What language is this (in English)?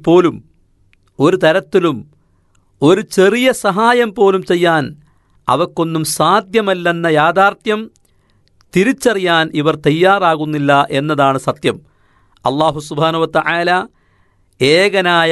Malayalam